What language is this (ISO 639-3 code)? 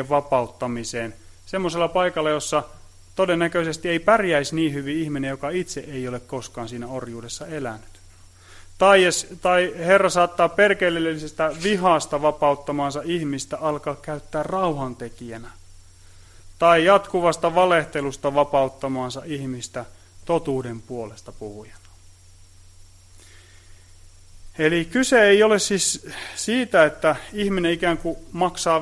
fin